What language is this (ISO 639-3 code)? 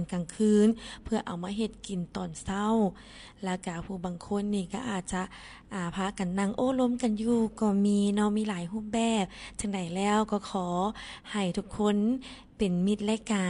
lao